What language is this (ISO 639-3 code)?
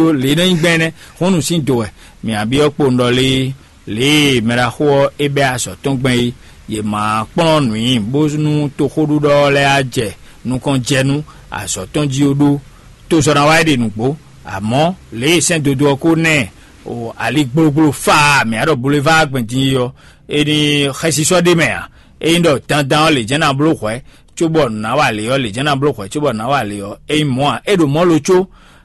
fon